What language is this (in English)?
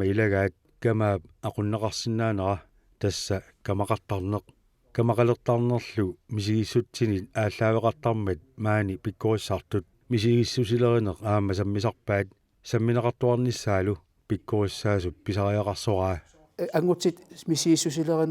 Kalaallisut